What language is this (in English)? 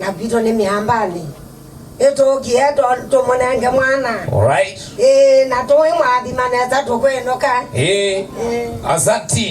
Kamba